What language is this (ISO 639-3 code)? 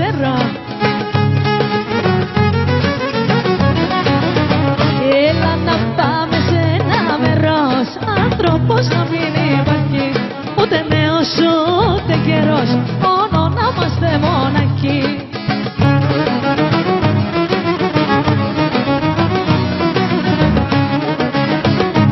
ell